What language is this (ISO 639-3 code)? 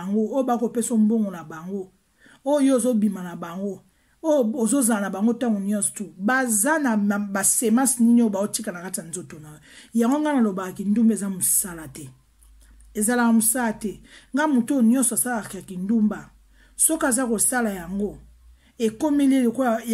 lin